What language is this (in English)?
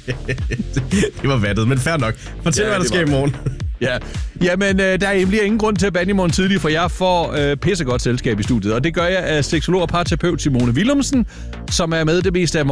Danish